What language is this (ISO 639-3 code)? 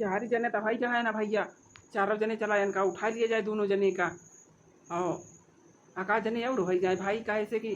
awa